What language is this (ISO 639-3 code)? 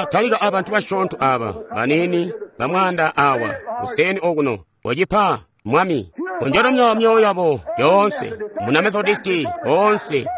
toi